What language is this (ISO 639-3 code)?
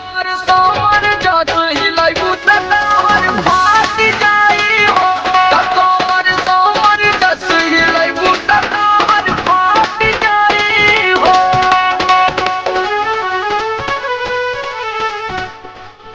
bho